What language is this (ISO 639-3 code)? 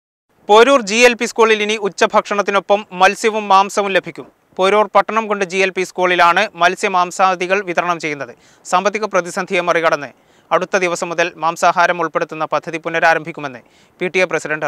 mal